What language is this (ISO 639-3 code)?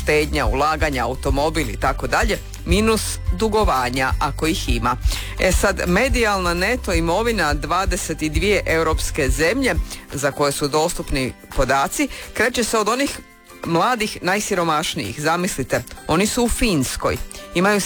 hrv